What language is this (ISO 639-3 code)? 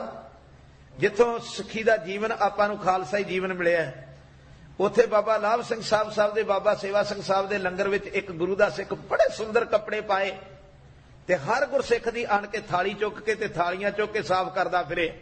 pan